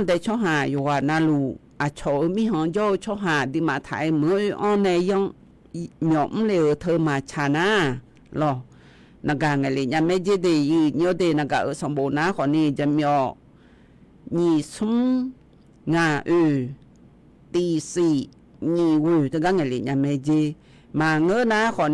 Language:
Akha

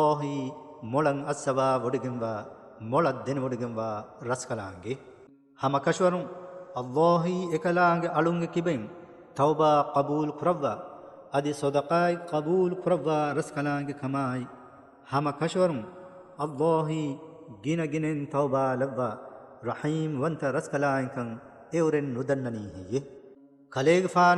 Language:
Divehi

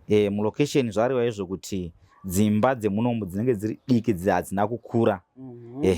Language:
Shona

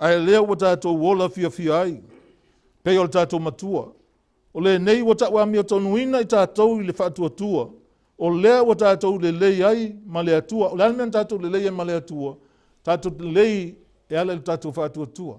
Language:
Samoan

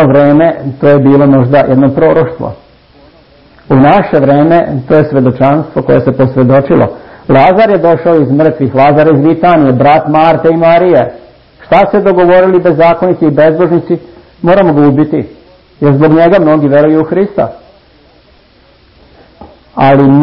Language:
Serbian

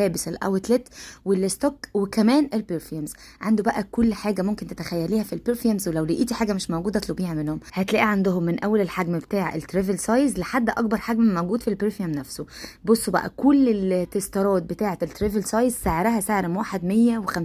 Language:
Egyptian Arabic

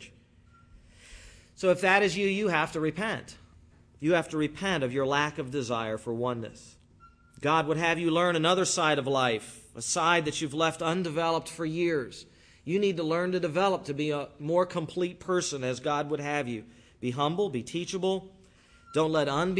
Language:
English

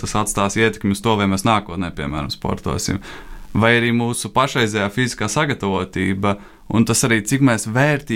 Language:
Latvian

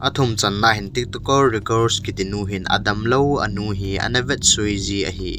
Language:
Thado Chin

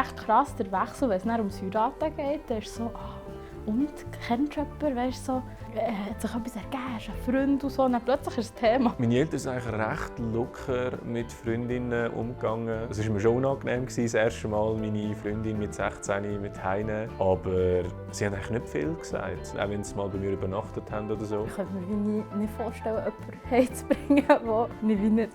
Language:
Swiss German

